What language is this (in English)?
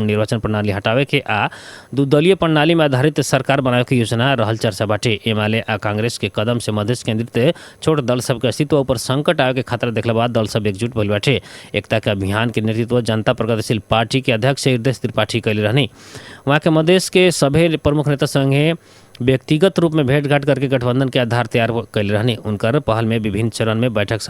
Bhojpuri